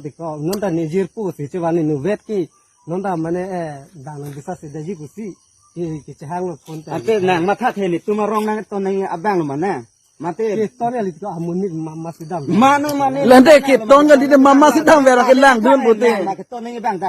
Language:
Karbi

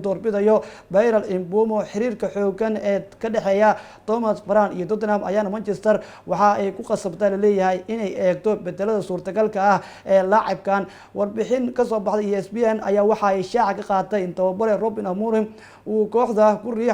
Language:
Somali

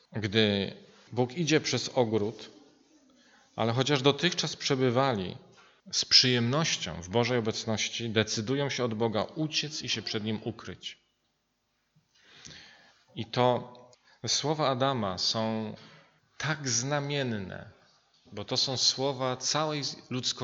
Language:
Polish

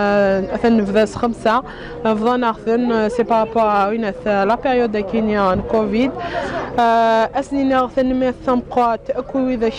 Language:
Kabyle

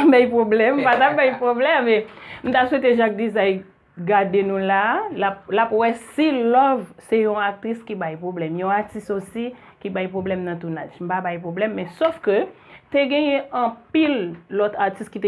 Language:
Haitian Creole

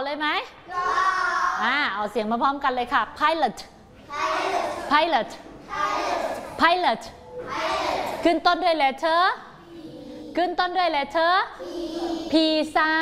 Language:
Thai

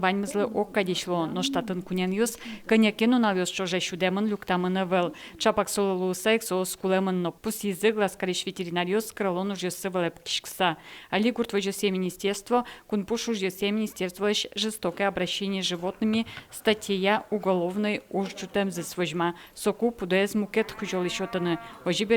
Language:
Udmurt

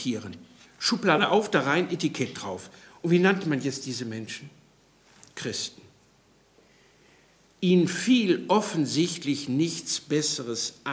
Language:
German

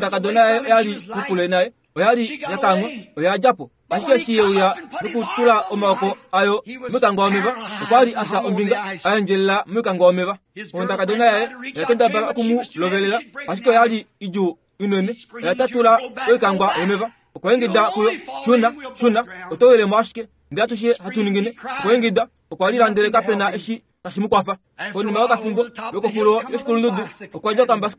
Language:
Kuanyama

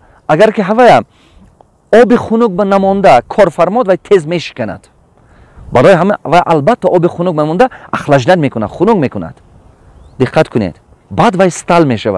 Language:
Tajik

